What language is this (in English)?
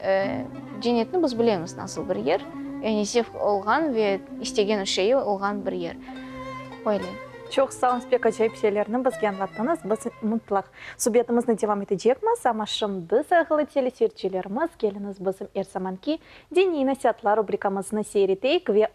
Crimean Tatar